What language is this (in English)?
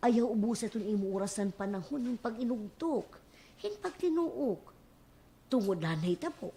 Waray